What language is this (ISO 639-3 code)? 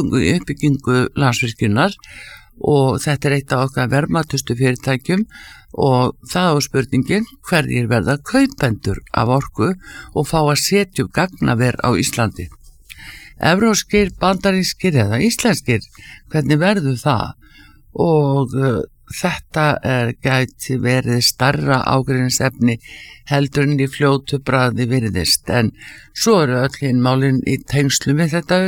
isl